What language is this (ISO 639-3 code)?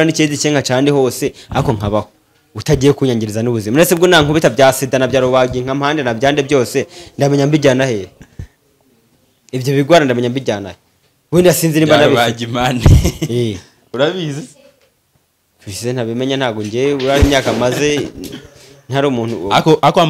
kin